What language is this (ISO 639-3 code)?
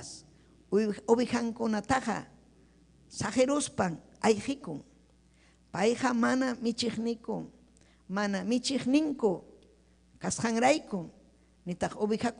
quy